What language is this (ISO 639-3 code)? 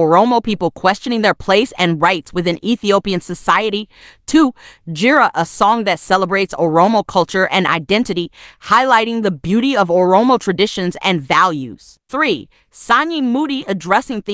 eng